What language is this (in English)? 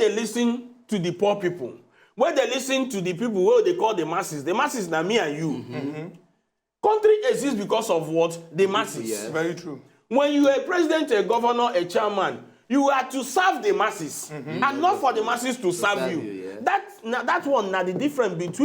Nigerian Pidgin